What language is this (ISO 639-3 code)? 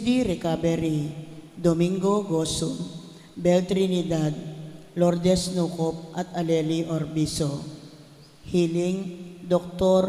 pam